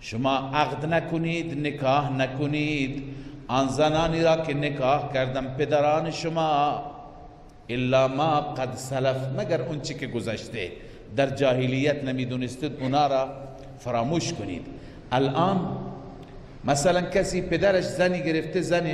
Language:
Persian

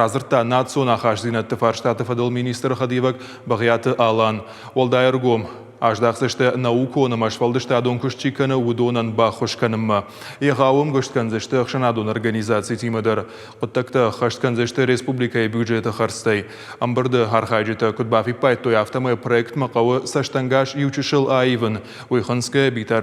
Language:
Ossetic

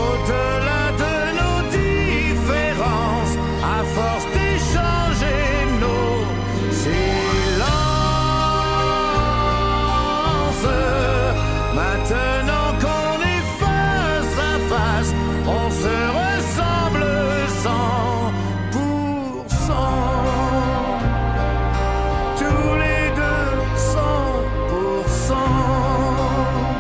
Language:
French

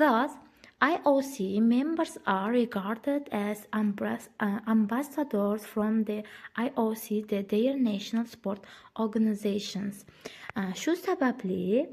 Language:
Uzbek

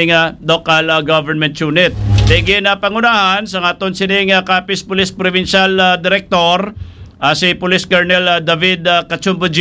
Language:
Hiligaynon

